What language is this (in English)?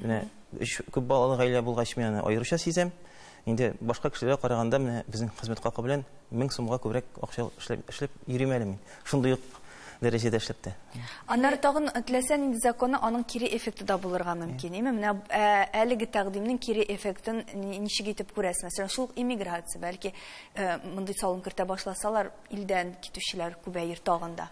Tatar